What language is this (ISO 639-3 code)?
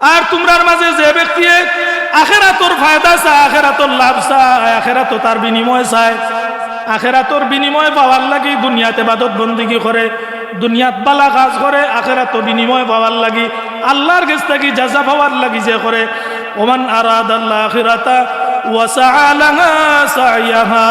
syl